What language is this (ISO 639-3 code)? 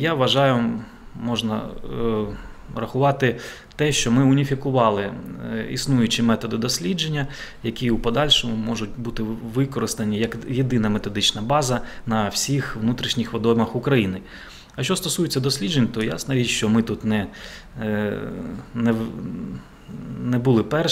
ukr